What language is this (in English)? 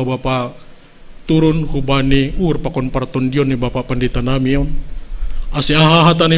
Batak Simalungun